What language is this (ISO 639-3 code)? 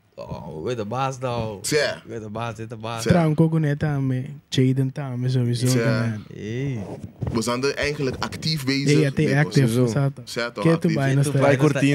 pap